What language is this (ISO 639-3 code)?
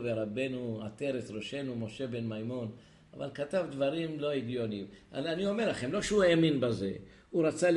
heb